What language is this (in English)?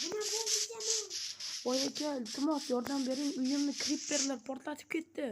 Uzbek